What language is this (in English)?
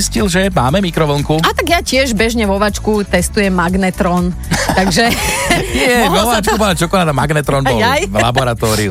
Slovak